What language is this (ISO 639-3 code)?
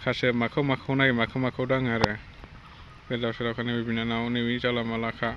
brx